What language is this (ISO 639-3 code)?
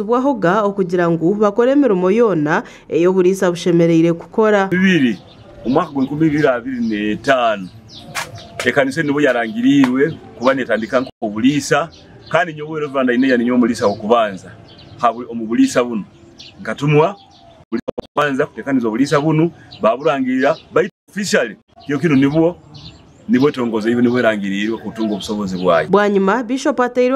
nyn